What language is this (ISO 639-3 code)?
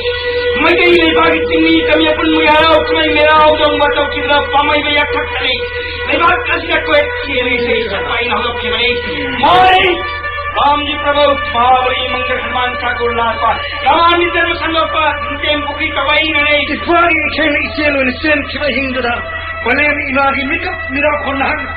mni